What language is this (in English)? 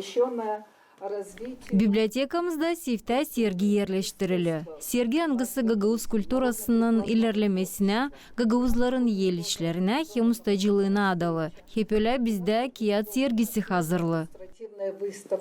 Gagauz